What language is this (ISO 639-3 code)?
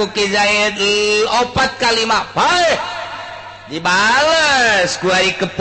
sun